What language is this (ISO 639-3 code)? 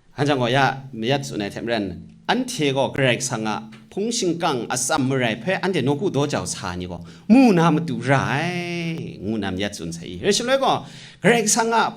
kac